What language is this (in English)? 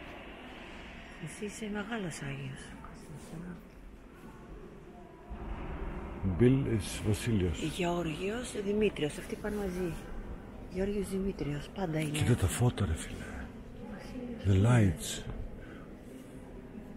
Greek